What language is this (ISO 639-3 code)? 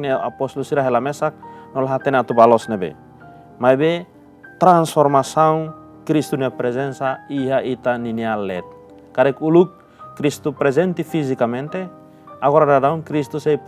tet